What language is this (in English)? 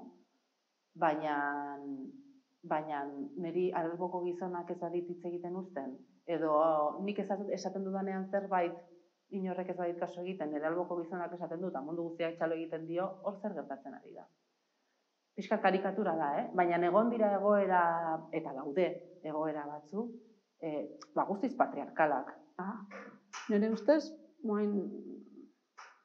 Basque